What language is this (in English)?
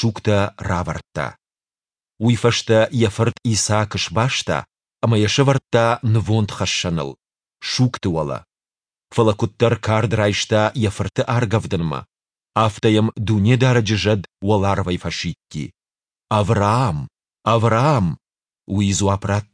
Ossetic